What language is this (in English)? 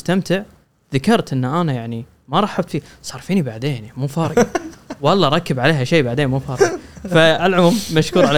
Gulf Arabic